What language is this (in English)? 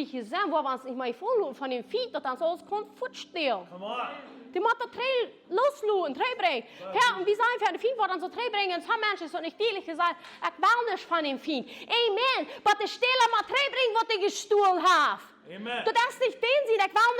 Plautdietsch